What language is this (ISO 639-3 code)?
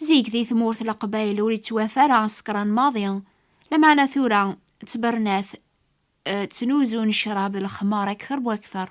kab